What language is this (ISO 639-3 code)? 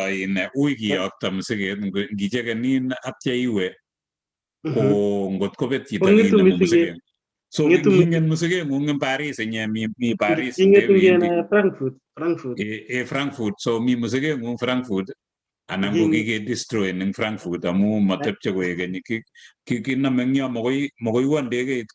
kln